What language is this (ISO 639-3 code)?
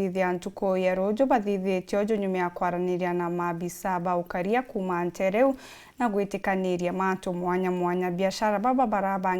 mer